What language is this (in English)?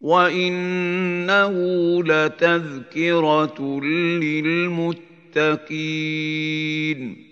Egyptian Arabic